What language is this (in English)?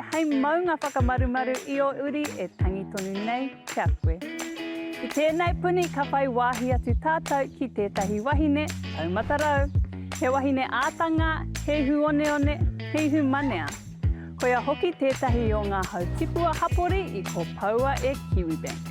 Māori